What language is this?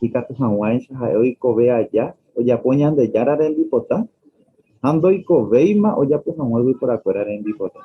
Guarani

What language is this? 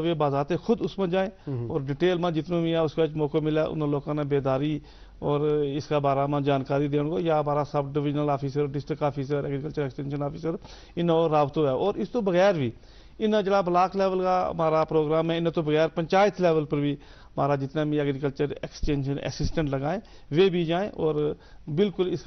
Gujari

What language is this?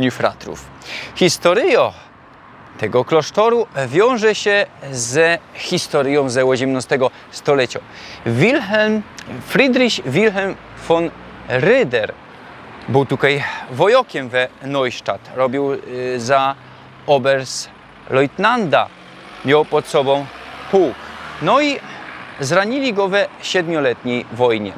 Silesian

